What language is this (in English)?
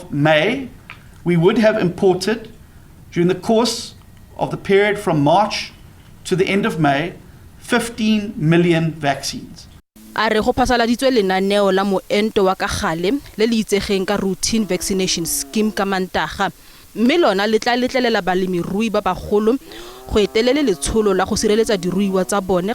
Tswana